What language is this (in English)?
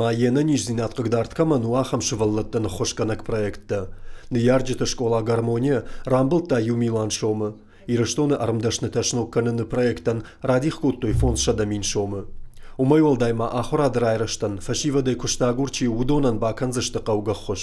Ossetic